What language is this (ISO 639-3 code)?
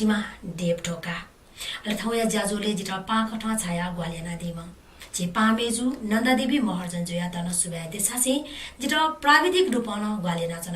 new